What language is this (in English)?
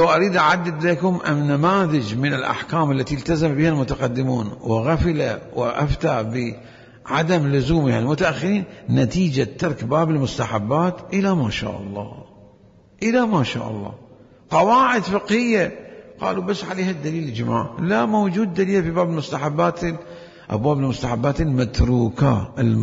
Mesopotamian Arabic